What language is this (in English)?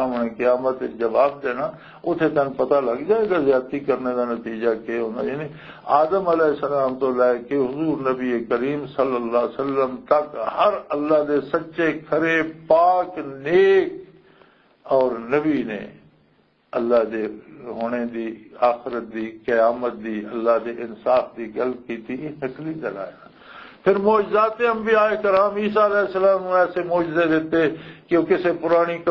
Western Panjabi